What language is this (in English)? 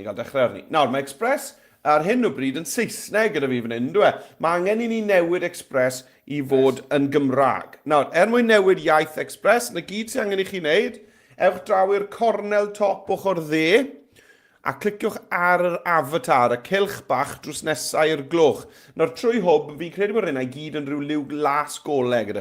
Welsh